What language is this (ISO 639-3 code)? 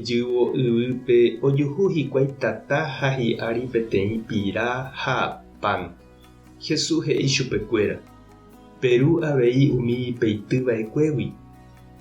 grn